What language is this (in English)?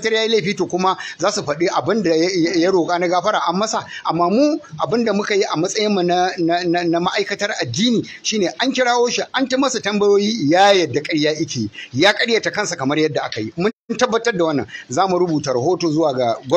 Hausa